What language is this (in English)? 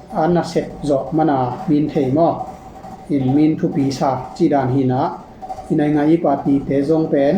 Tedim Chin